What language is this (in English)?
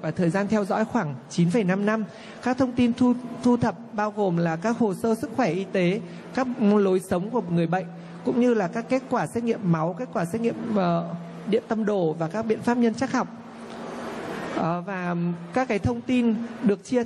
Vietnamese